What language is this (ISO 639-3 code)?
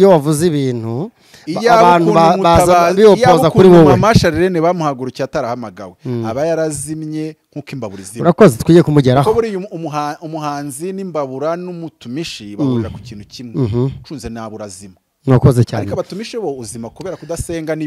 kin